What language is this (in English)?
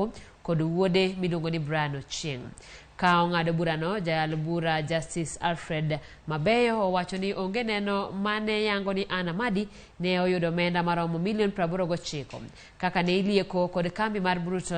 Luo (Kenya and Tanzania)